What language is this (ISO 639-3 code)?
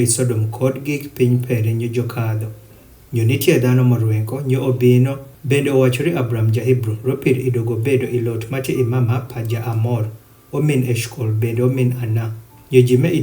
adh